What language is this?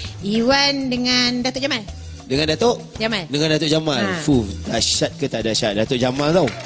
Malay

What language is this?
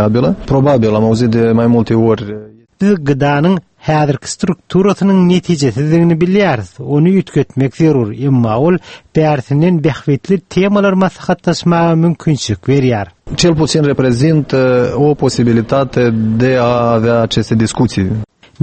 Turkmen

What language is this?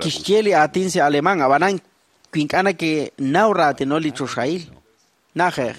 Kekchí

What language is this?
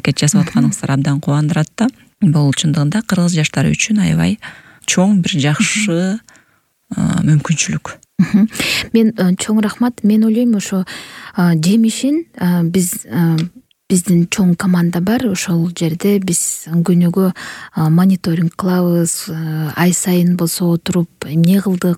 Kyrgyz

